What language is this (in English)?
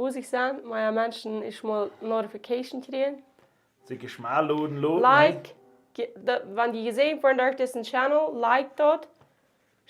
Plautdietsch